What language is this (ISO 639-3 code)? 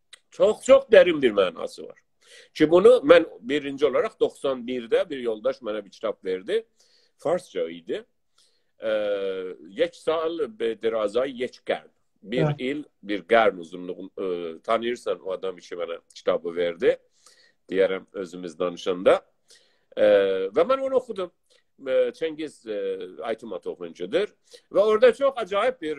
azb